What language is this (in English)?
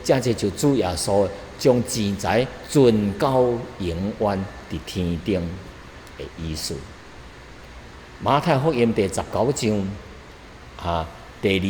Min Nan Chinese